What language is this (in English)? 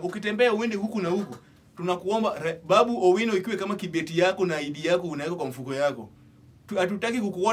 Swahili